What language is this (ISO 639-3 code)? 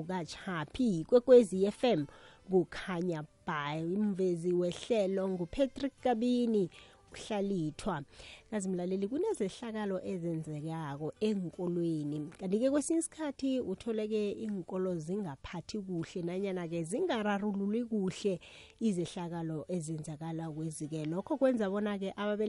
nbl